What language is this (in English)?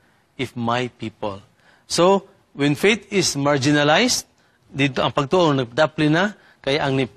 Cebuano